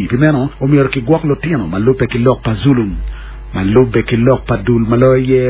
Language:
Acoli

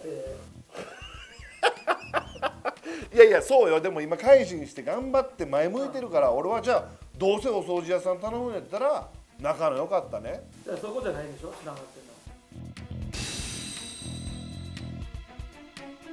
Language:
Japanese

